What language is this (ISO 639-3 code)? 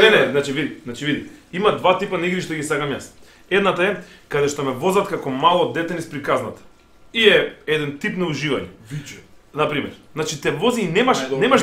mkd